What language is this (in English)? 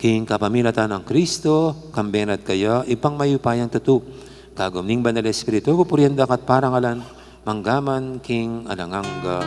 Pampanga